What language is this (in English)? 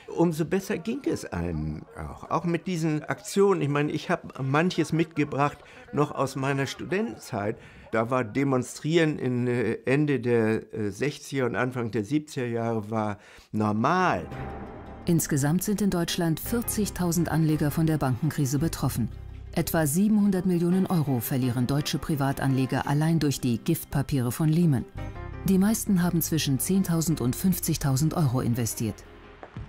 German